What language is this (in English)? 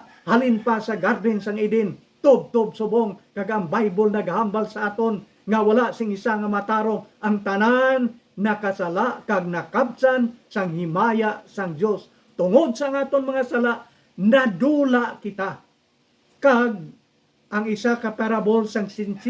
Hiligaynon